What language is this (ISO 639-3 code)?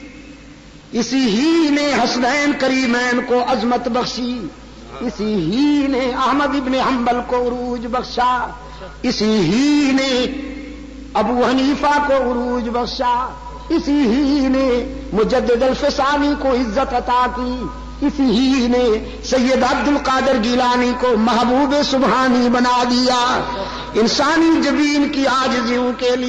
urd